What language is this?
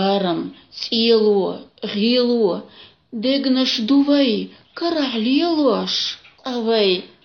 Chechen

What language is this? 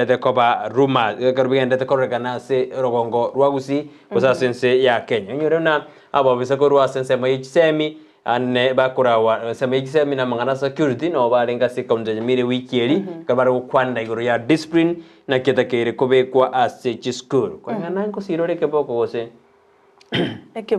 Gusii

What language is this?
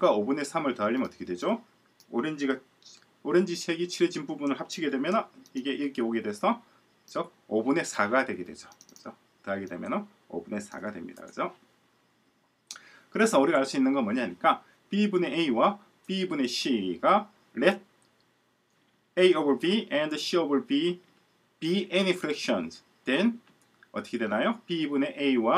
Korean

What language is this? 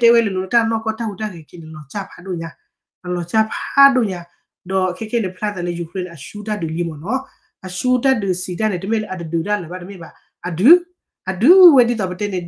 S'gaw Karen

